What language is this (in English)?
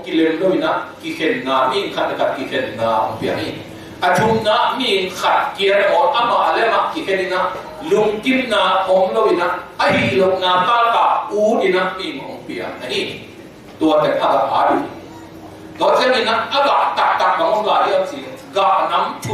Tedim Chin